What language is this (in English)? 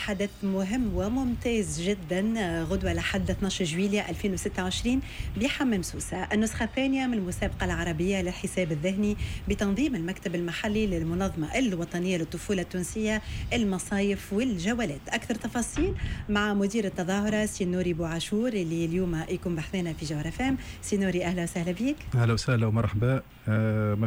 Tunisian Arabic